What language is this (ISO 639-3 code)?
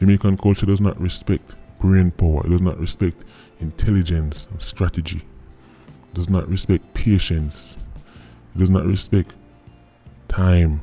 jam